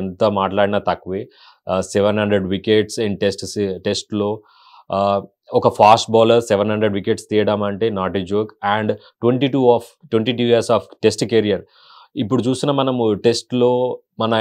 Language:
Telugu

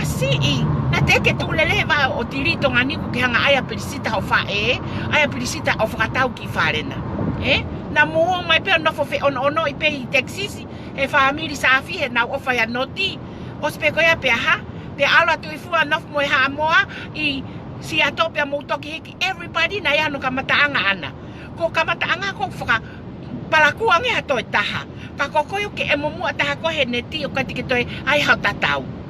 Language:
Tongan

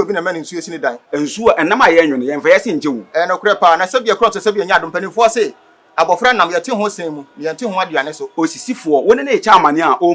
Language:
Akan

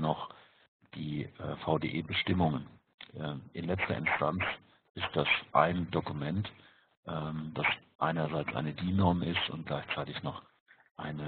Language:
German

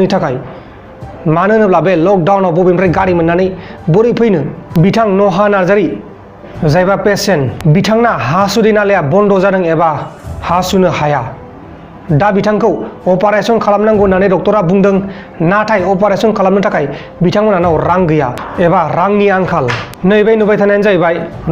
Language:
Bodo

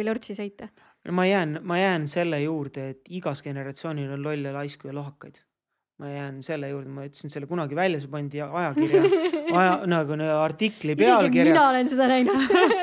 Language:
Estonian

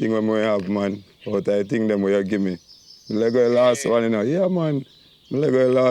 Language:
Jamaican Creole English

